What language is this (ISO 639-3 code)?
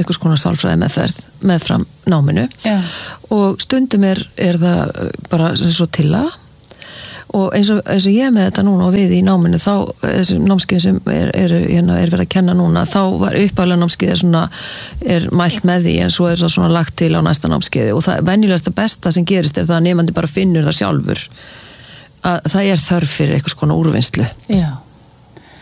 isl